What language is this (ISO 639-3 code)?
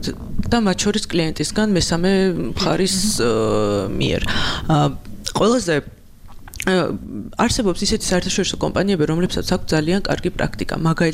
kat